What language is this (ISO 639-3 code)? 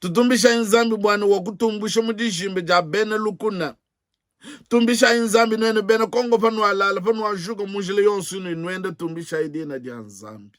lua